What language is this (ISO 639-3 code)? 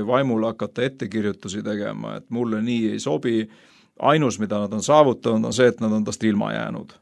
est